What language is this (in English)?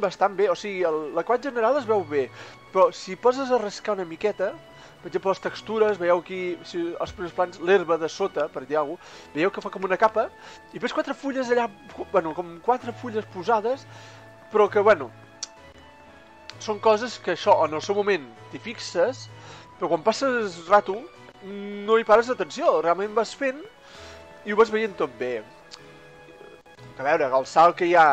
Catalan